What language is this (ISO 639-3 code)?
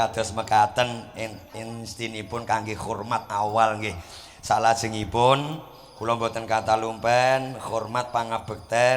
jav